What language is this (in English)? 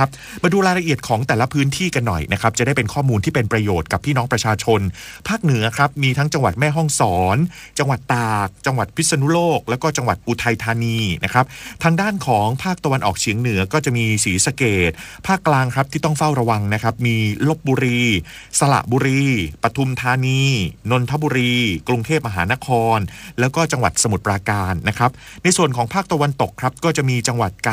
Thai